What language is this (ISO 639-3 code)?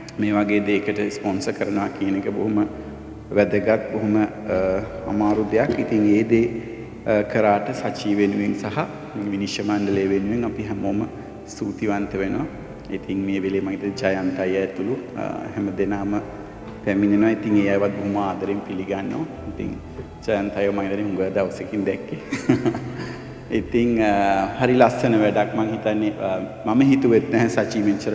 sin